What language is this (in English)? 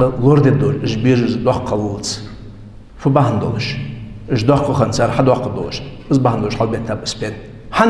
Ingush